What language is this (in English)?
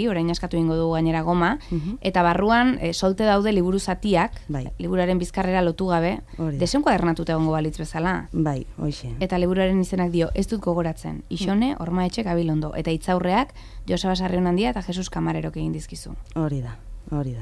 Basque